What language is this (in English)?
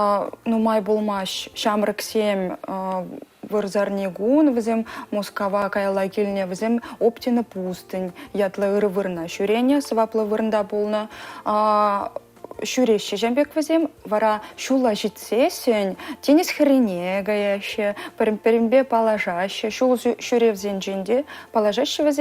Chuvash